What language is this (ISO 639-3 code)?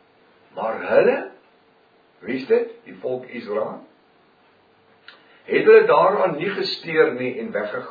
afr